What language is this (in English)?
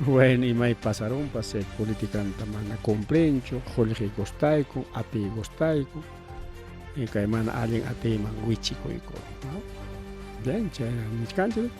Ayacucho Quechua